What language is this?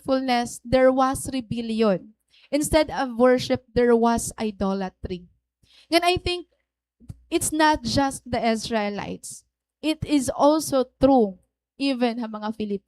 Waray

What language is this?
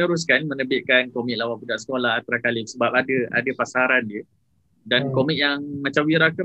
Malay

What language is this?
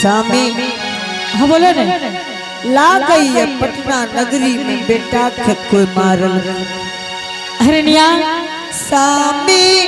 Angika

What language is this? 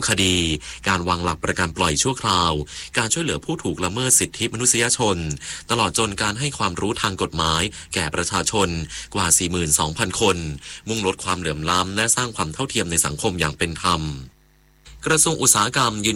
Thai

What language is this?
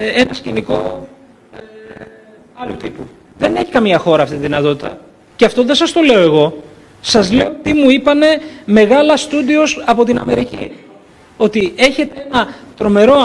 Greek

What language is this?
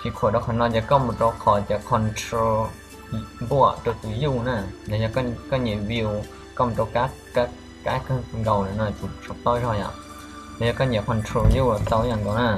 Hmong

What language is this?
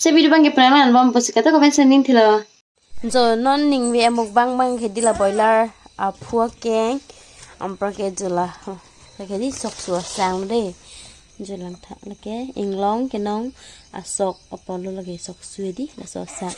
Karbi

